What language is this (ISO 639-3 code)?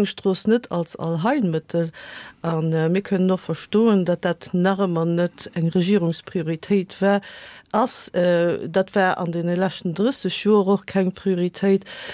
ltz